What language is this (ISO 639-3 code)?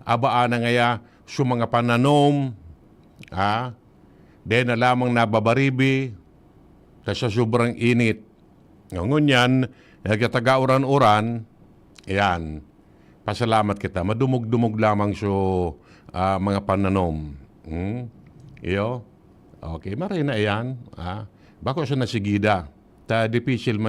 bik